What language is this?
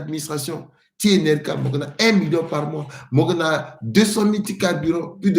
Sango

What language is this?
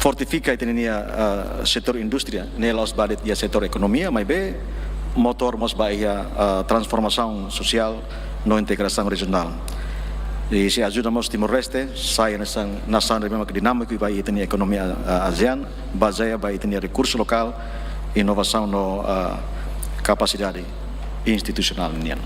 Tetum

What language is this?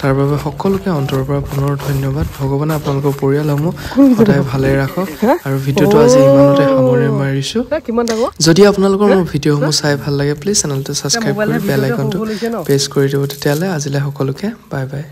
Assamese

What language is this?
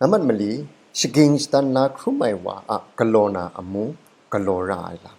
Kachin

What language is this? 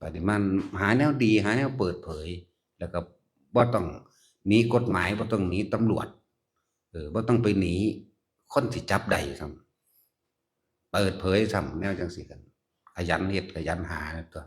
Northeastern Thai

